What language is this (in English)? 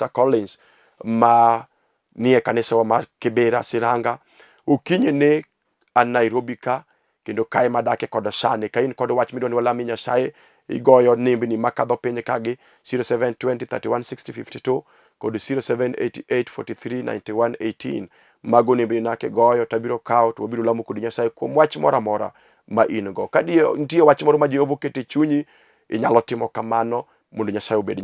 Luo (Kenya and Tanzania)